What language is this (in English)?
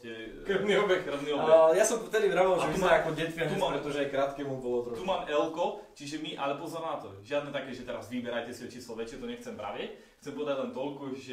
Slovak